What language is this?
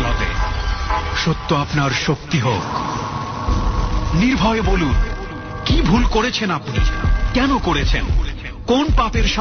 Bangla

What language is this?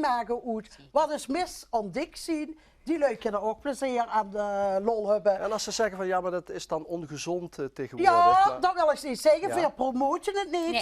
Limburgish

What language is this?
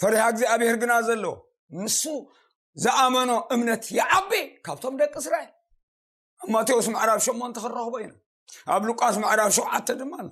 Tigrinya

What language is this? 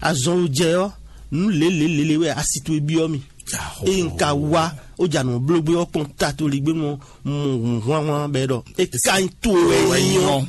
Fon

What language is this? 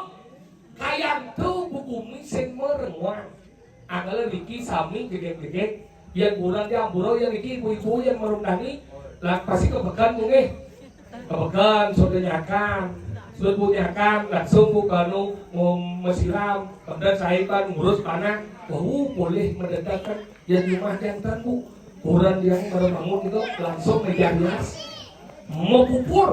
Balinese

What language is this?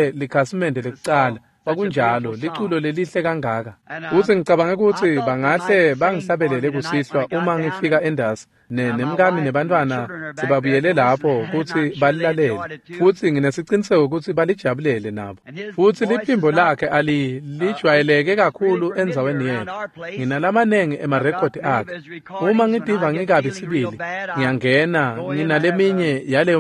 Swati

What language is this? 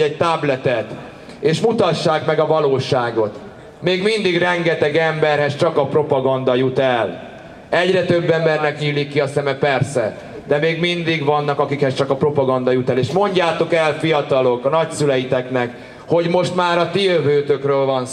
Hungarian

